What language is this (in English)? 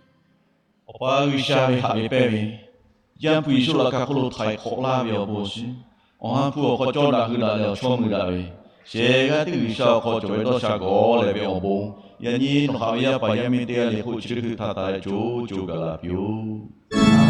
Lahu